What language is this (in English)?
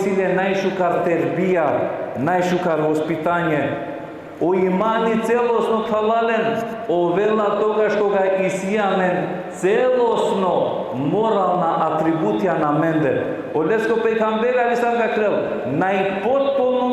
Balkan Romani